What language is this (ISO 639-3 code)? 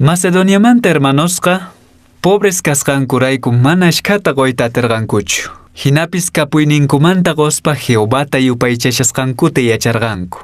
que